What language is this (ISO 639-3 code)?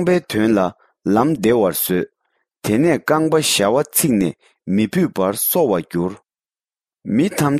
bod